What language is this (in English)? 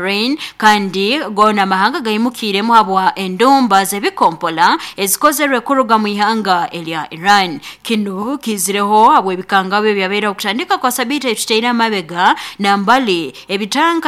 Nyoro